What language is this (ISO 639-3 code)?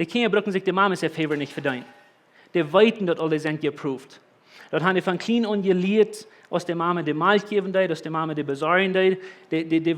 pdt